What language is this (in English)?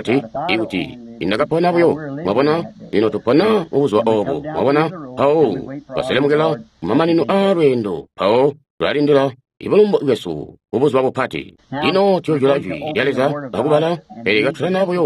Tonga (Zambia)